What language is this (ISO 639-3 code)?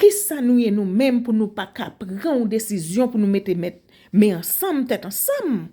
hat